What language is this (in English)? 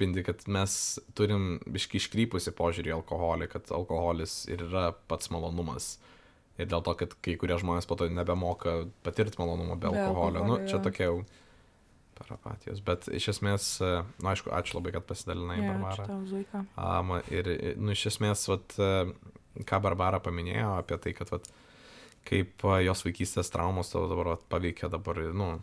Lithuanian